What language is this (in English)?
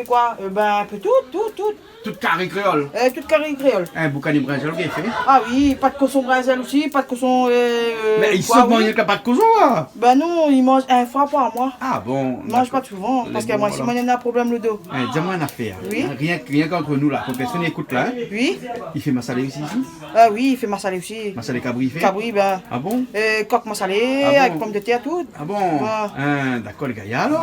Réunion Creole French